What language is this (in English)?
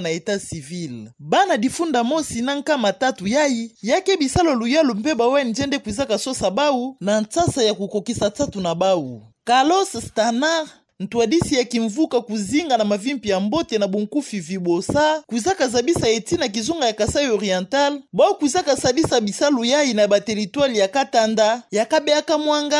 Kituba (Democratic Republic of Congo)